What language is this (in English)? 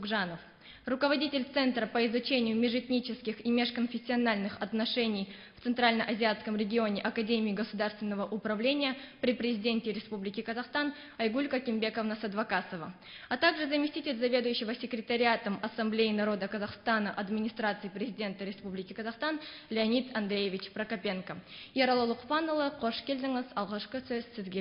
Russian